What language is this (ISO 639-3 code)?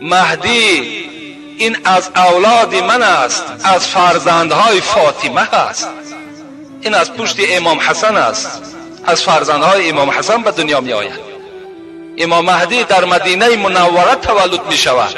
tgk